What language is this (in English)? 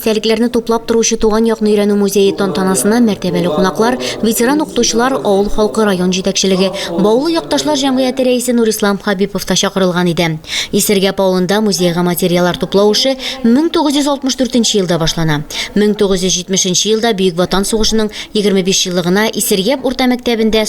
Tatar